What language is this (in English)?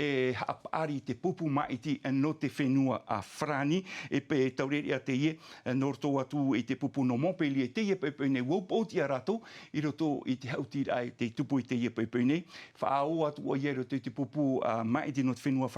Tahitian